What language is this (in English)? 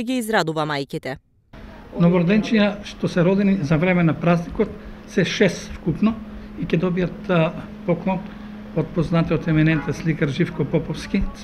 Macedonian